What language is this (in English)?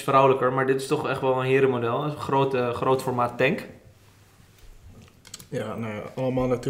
Dutch